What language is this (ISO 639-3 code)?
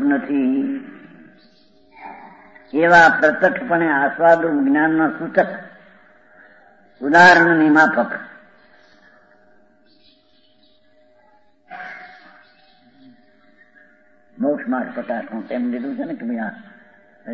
guj